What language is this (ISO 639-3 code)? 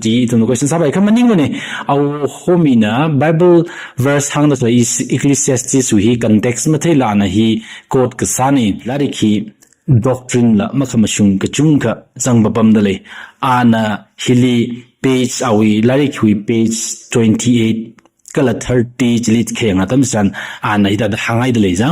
nmf